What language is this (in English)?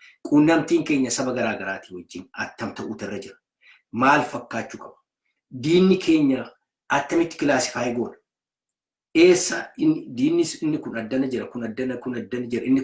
Oromo